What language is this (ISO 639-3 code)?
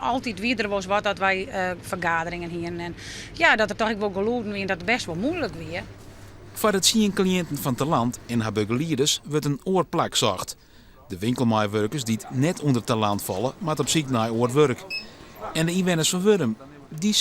fry